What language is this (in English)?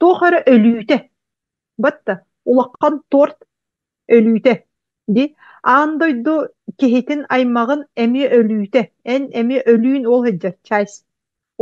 Yakut